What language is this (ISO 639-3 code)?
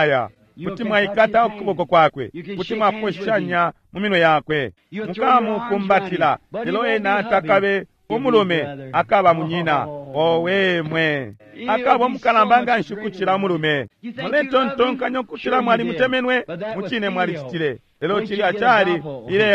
bem